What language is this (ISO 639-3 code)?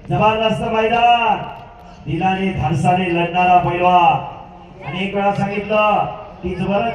mar